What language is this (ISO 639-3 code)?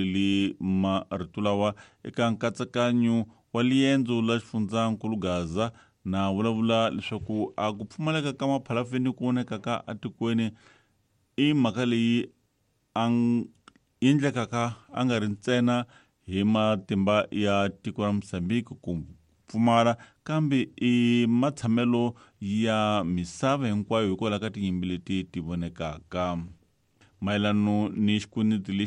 tso